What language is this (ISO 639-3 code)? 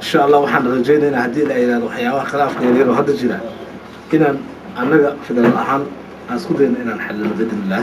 som